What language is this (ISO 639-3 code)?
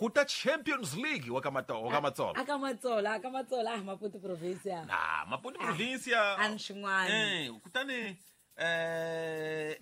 tso